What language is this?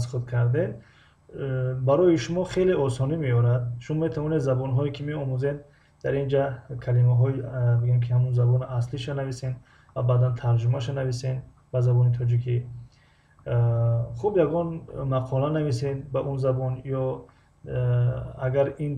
Tajik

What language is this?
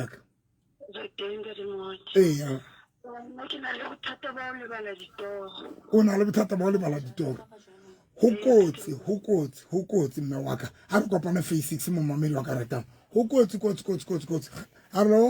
Southern Sotho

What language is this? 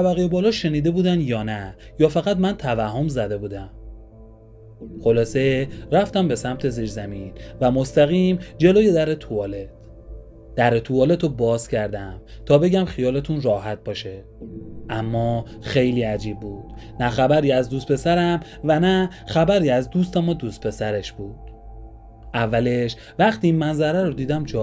Persian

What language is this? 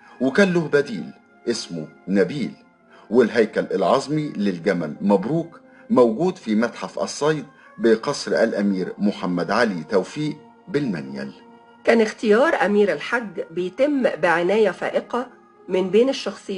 Egyptian Arabic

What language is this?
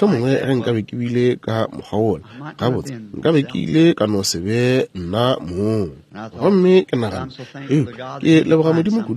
Northern Sotho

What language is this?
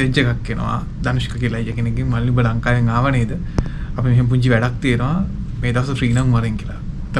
Sinhala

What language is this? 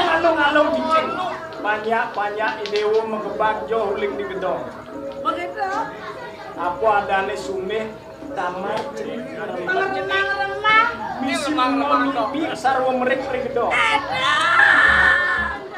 Balinese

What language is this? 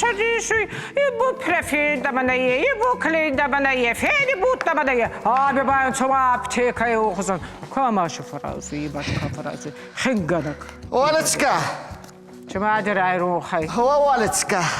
Ossetic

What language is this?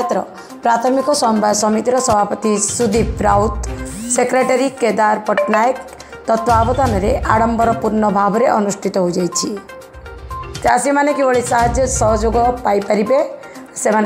Odia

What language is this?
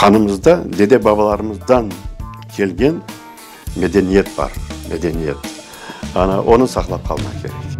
Crimean Tatar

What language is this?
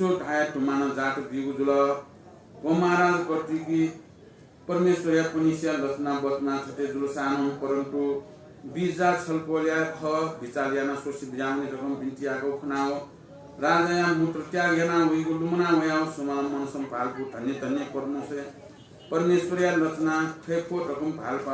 Newari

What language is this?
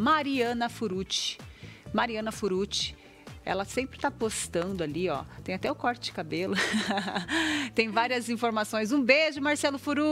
Portuguese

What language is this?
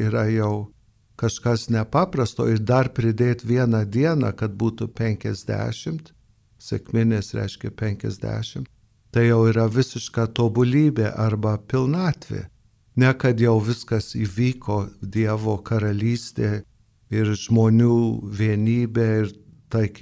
Lithuanian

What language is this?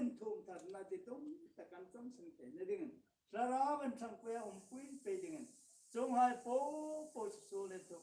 Hmar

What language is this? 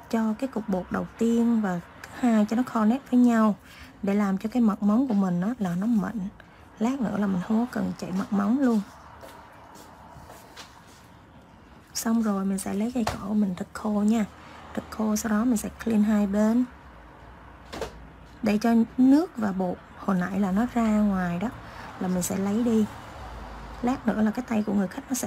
Vietnamese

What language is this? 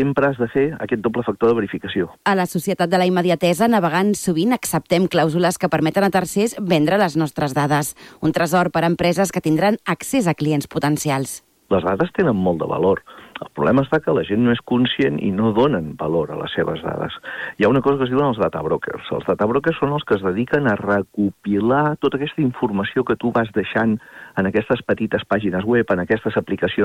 Catalan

